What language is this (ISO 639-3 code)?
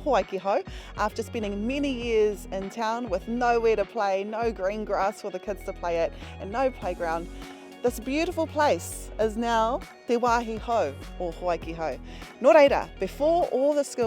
mri